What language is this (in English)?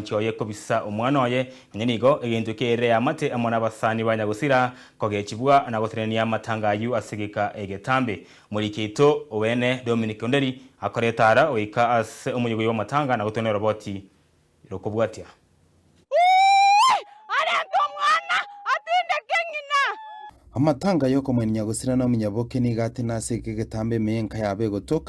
Gusii